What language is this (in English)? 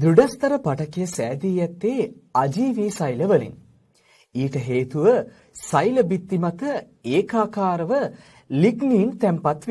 Sinhala